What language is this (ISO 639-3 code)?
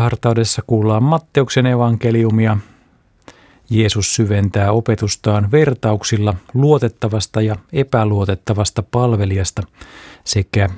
fin